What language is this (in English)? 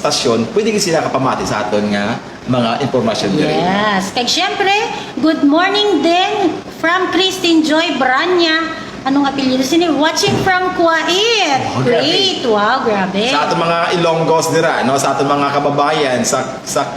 Hiligaynon